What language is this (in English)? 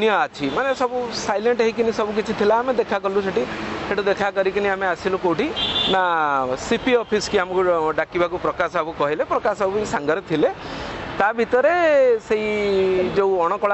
Odia